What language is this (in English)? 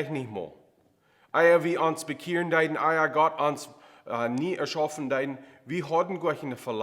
Plautdietsch